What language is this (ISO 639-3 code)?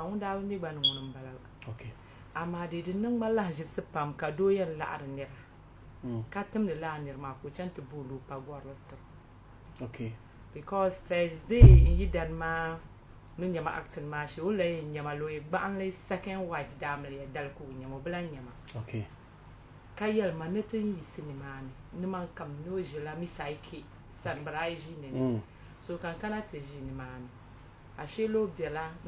dag